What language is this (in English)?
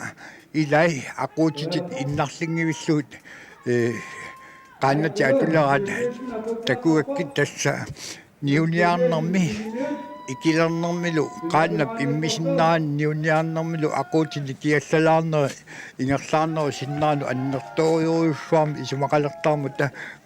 Kalaallisut